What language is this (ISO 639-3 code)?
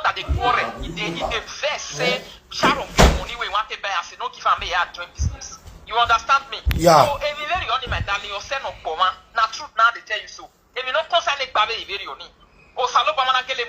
pcm